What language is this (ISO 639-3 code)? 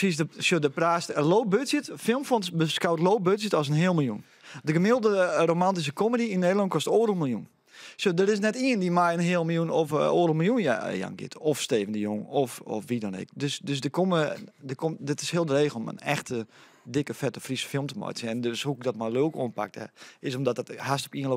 fry